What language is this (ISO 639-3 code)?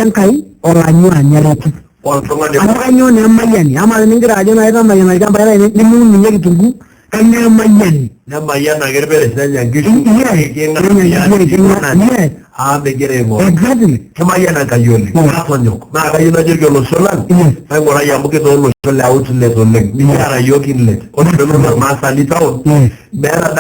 mas